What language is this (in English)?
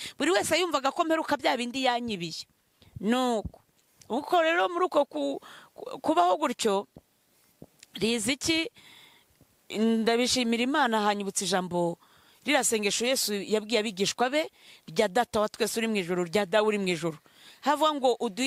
Kinyarwanda